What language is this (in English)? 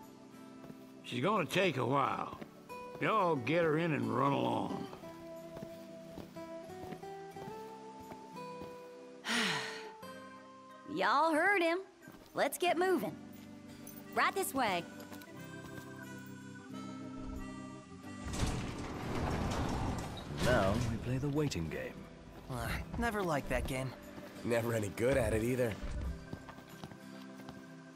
English